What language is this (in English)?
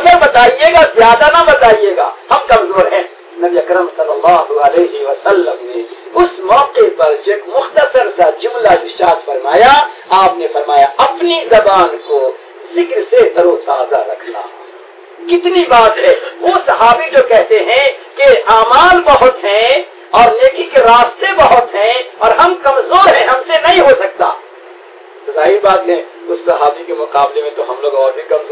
Urdu